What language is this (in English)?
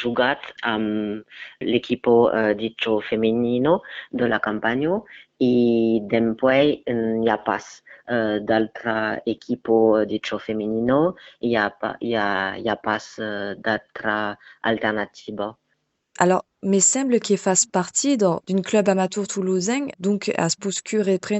Occitan